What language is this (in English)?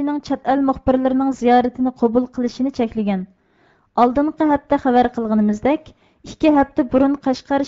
Uyghur